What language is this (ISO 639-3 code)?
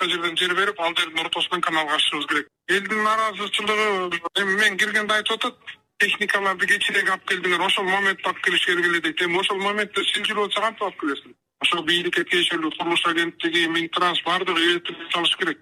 kir